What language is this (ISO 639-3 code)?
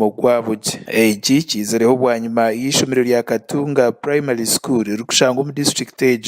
nyn